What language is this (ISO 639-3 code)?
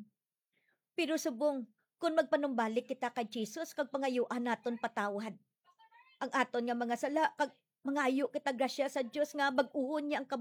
hil